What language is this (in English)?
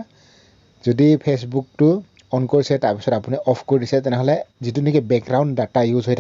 Assamese